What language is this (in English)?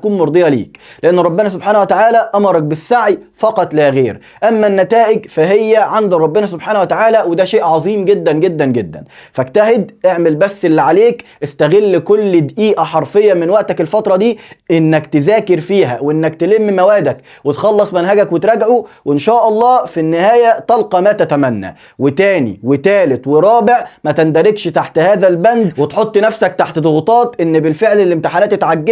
Egyptian Arabic